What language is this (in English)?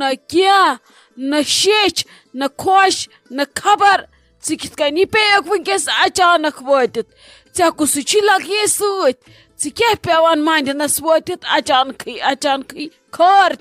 Kashmiri